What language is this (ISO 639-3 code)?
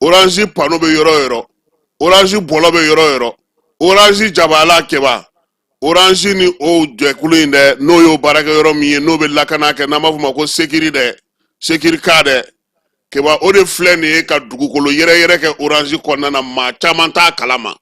bam